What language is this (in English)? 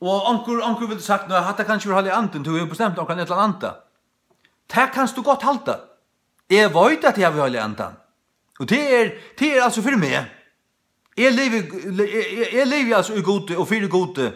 Faroese